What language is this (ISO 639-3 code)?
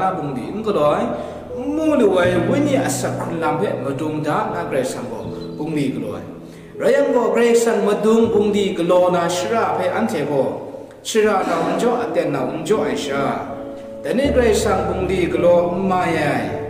kac